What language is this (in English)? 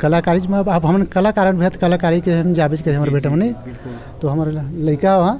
Chhattisgarhi